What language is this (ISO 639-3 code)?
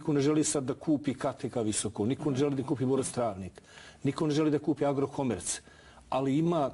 bos